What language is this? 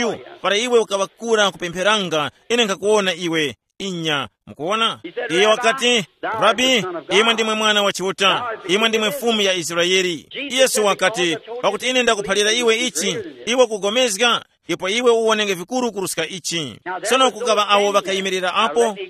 Tumbuka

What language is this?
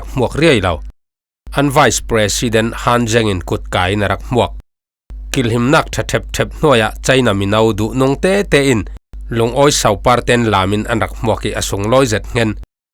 Falam Chin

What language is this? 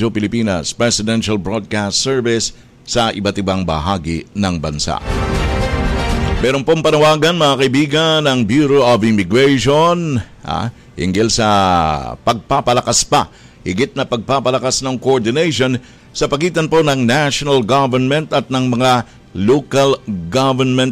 Filipino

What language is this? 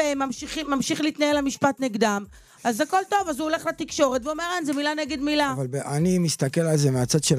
Hebrew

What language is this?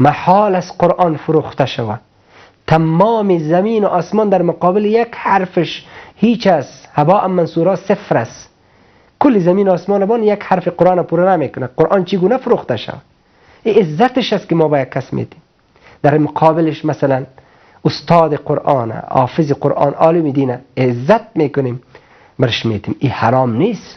Persian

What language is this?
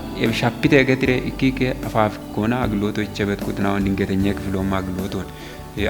Kafa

